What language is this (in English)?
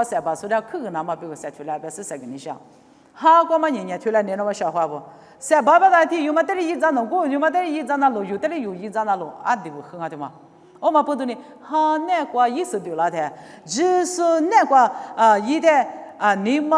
Lisu